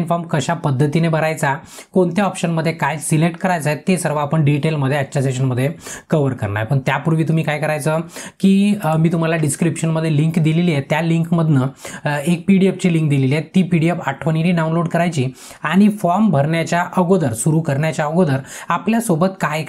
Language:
Marathi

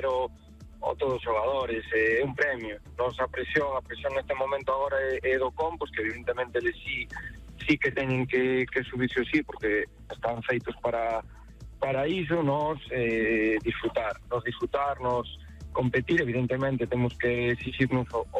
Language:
Galician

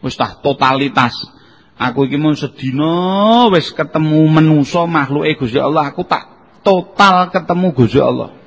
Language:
Javanese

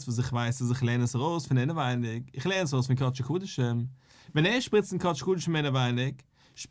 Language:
Yiddish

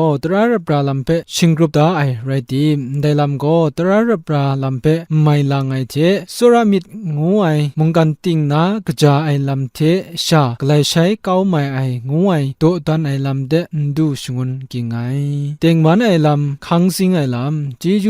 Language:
Kachin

